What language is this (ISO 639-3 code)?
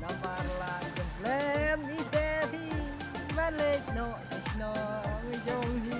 kha